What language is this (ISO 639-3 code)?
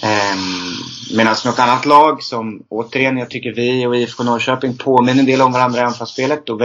swe